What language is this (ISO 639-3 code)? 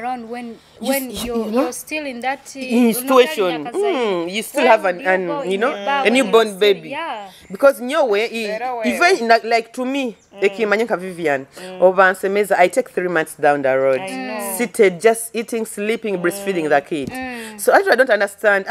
nyo